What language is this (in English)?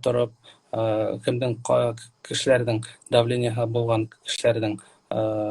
Bashkir